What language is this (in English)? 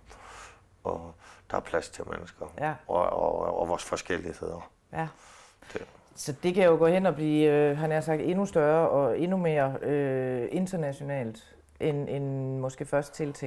Danish